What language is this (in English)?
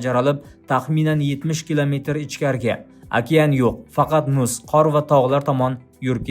Uzbek